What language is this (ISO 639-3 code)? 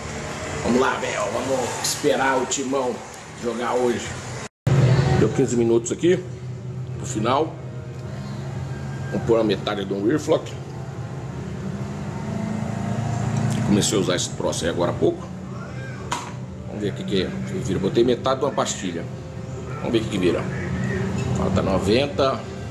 por